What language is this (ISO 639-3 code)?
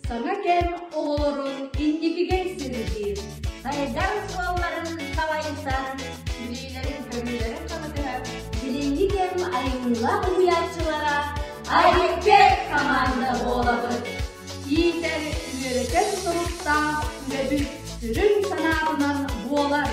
sah